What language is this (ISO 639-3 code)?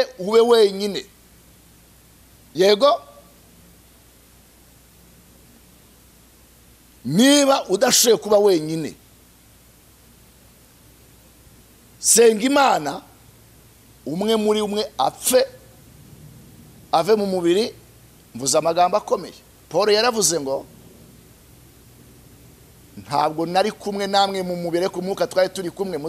kin